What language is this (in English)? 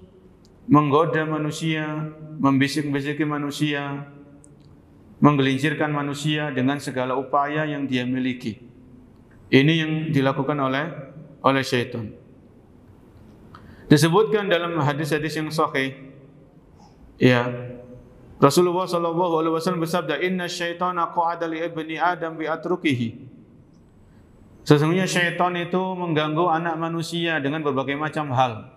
Indonesian